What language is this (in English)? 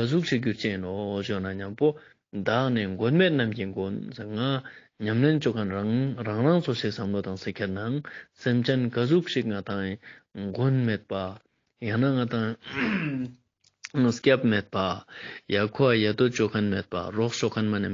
Ladakhi